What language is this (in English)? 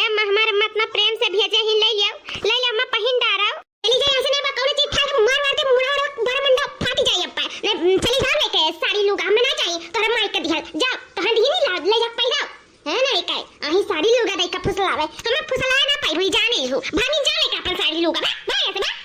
Awadhi